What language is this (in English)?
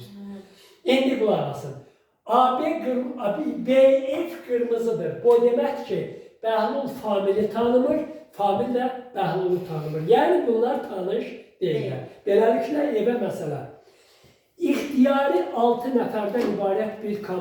Azerbaijani